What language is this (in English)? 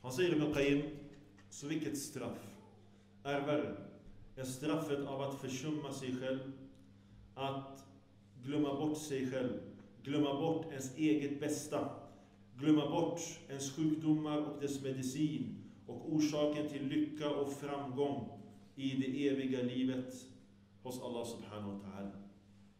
Swedish